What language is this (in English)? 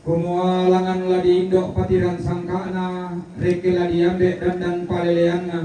Toraja-Sa'dan